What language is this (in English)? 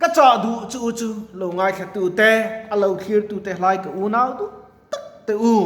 Mizo